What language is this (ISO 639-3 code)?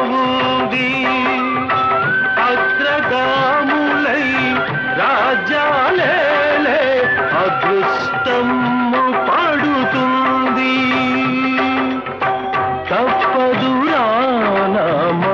tel